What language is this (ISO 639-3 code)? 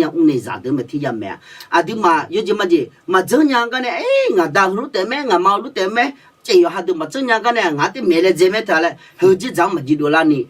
ahk